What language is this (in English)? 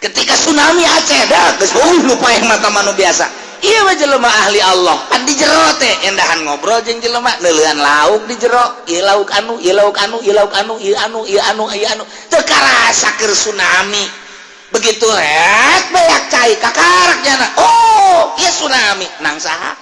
Sundanese